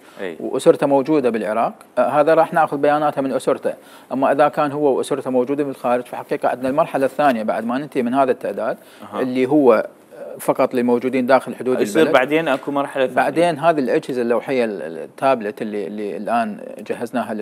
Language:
Mesopotamian Arabic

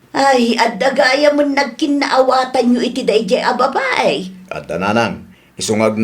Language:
Iloko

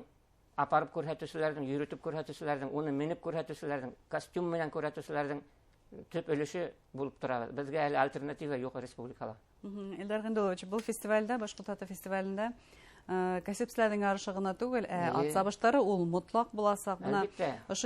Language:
Bashkir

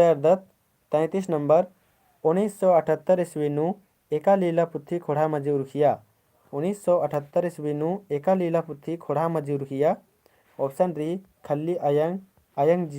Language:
Kurukh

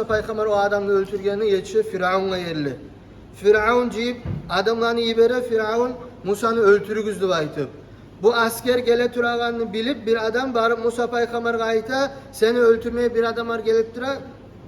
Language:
Kumyk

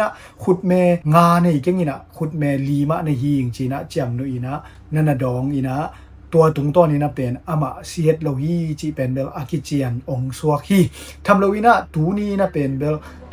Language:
Tedim Chin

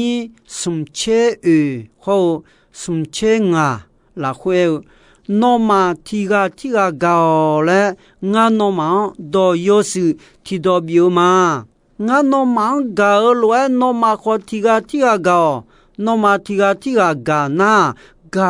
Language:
Akha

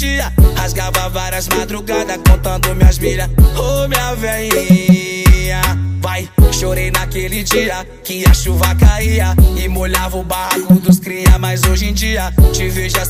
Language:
Portuguese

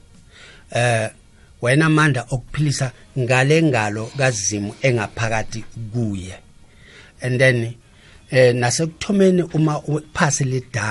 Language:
South Ndebele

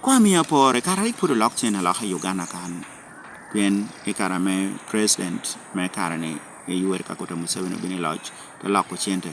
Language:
Lango (Uganda)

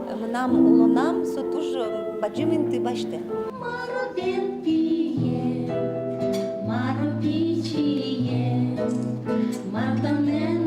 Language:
Udmurt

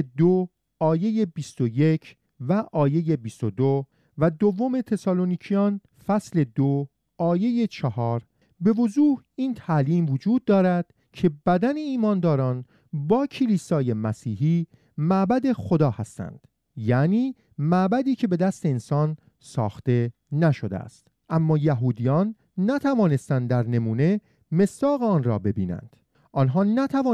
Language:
Persian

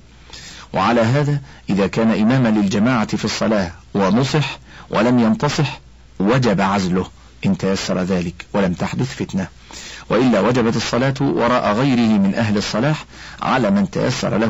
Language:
Arabic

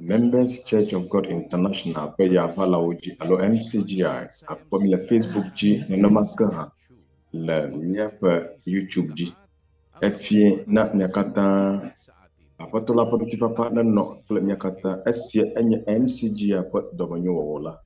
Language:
Ewe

